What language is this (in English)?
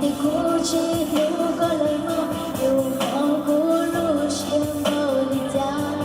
Hmong